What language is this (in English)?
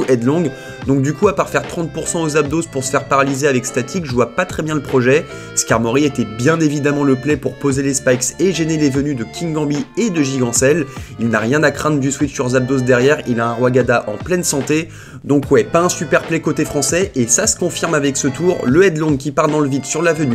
French